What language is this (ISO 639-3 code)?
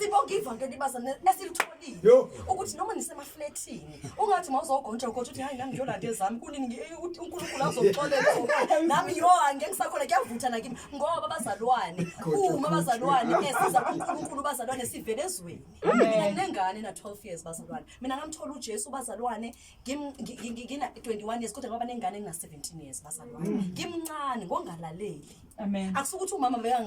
zul